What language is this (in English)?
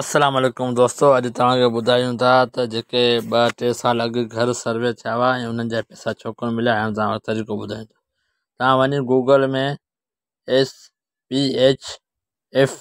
Sindhi